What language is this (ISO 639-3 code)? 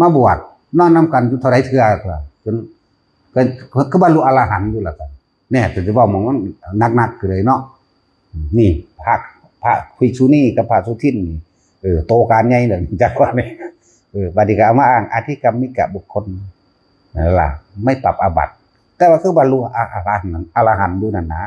tts